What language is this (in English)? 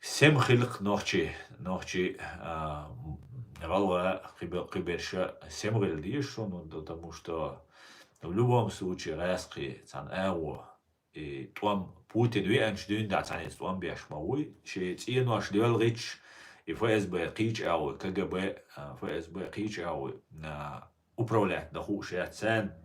Chechen